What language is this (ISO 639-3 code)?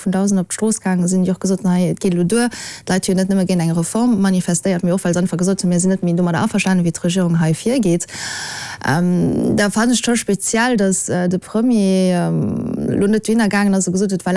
ltz